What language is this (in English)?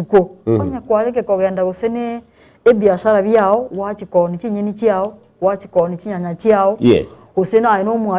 Gusii